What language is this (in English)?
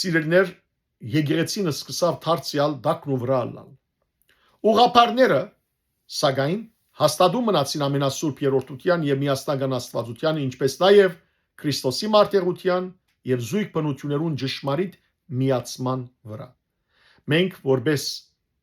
Western Armenian